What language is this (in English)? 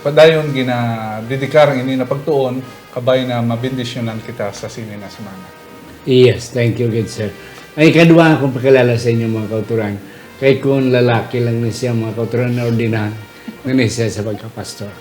Hiligaynon